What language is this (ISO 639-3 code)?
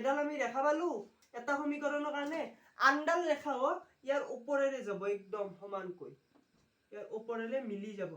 asm